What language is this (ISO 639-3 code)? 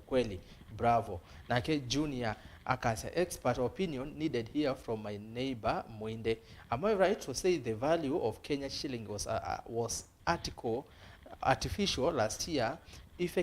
kam